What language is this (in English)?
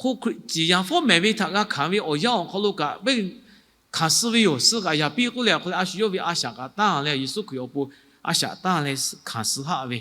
Lahu